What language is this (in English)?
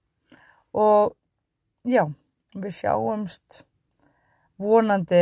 Icelandic